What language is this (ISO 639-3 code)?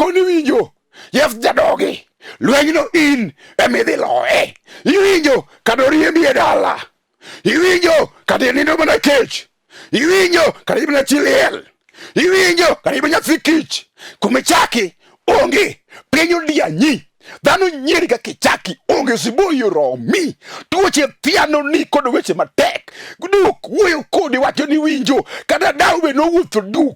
luo